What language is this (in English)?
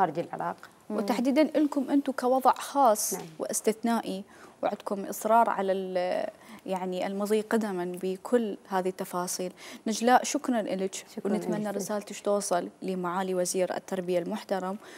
Mesopotamian Arabic